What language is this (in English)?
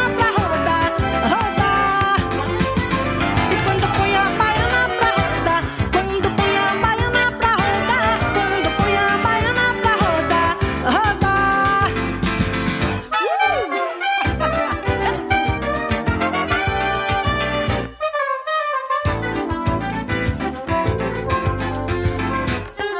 Portuguese